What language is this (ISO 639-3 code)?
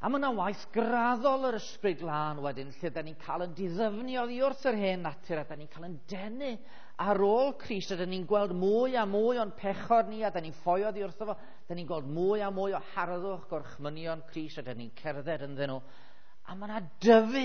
cym